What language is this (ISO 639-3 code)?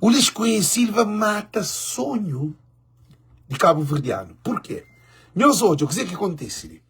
kea